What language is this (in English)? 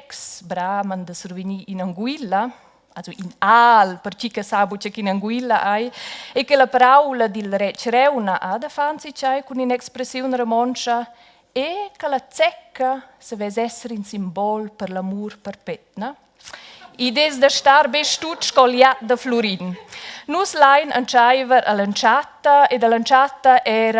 Romansh